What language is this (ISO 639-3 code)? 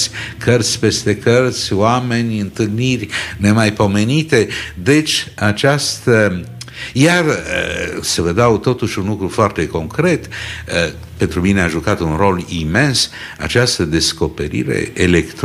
ron